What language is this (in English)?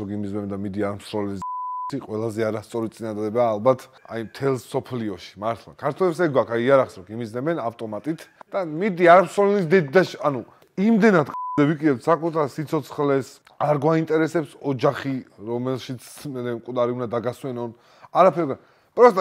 Georgian